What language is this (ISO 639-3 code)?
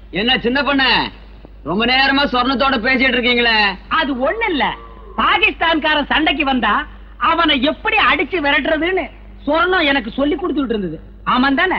tam